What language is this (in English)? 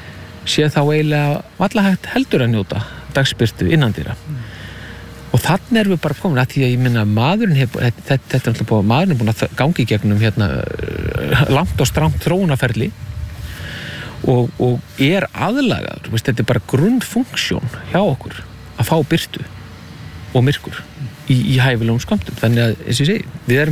Icelandic